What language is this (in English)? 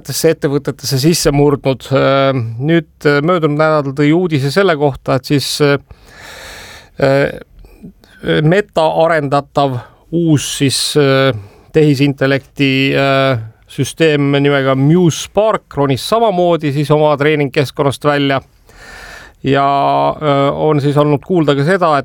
Estonian